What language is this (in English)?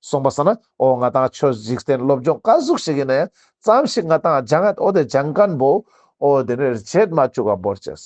Ladakhi